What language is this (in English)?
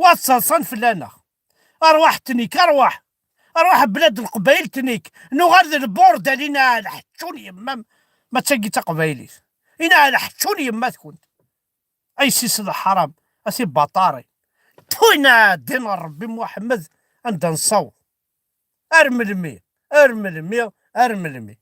Kabyle